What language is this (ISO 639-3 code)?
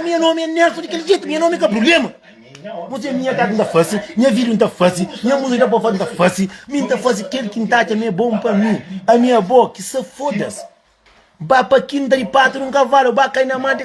kea